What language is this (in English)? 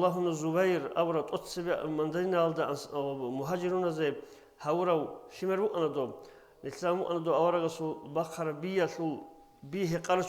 Avaric